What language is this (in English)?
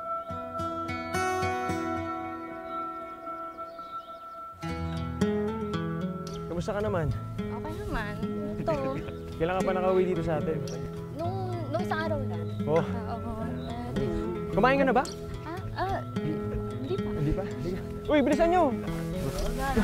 Filipino